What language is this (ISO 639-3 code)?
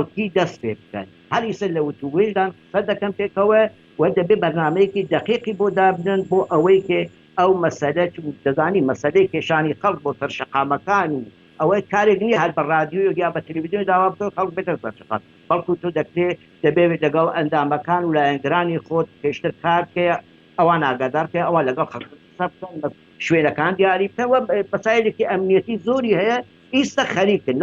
ckb